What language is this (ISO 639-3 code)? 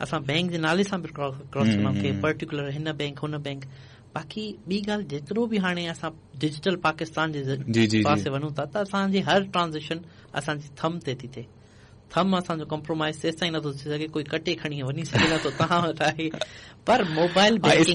snd